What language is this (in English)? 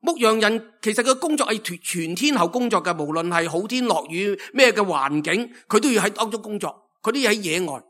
Cantonese